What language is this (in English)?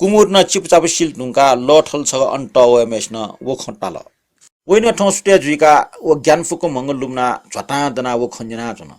Newari